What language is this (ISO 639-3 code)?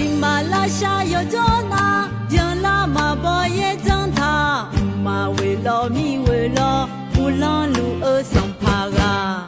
ahk